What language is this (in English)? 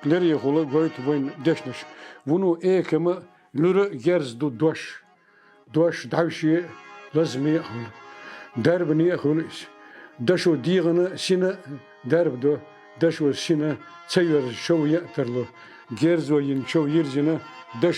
Chechen